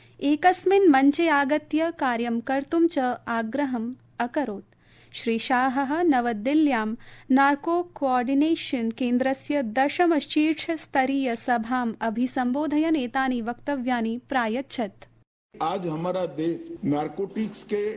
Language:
Sanskrit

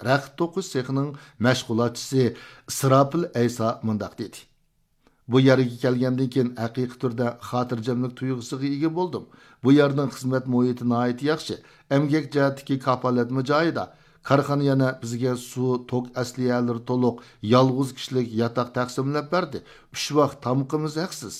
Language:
Uyghur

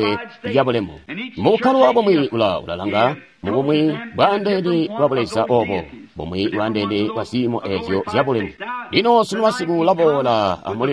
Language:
Tonga (Zambia)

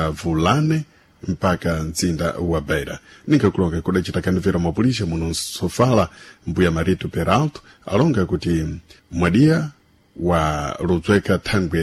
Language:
Sena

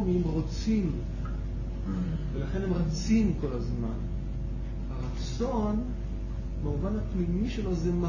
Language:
Hebrew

